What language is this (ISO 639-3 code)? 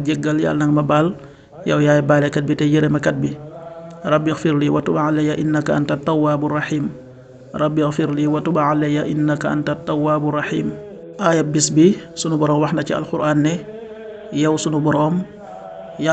wol